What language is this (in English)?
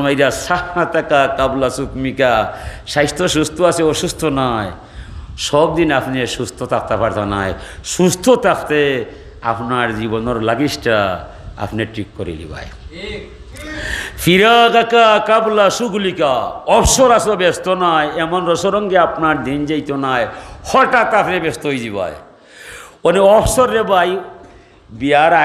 Sylheti